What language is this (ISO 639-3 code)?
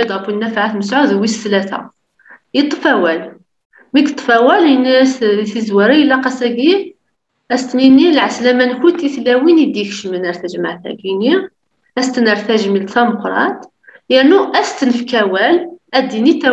kab